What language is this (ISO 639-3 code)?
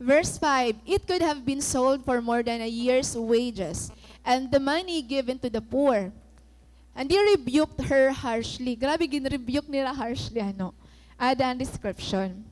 war